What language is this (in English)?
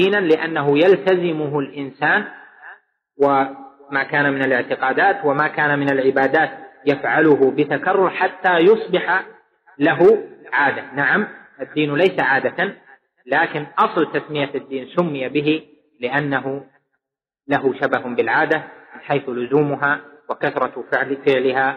Arabic